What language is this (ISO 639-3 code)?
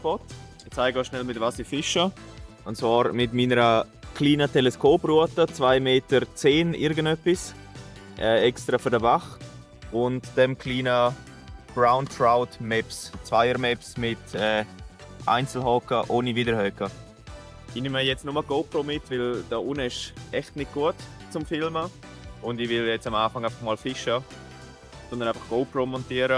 gsw